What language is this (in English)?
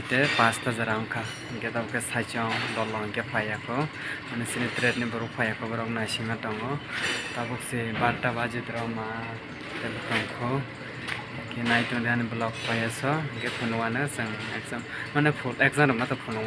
Kok Borok